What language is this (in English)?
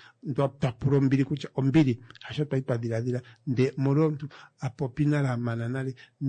Kuanyama